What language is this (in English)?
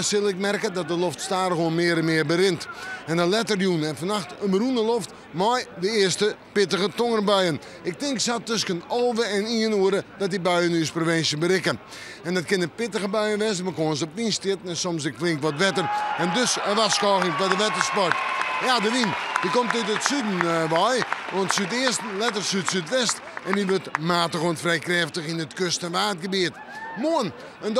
Western Frisian